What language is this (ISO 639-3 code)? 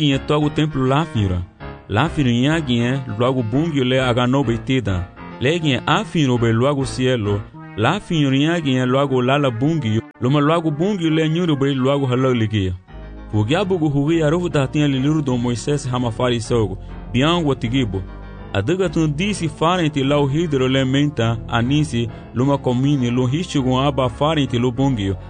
cab